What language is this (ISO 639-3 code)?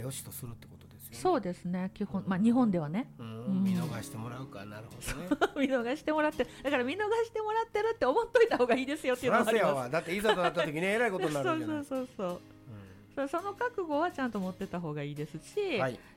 jpn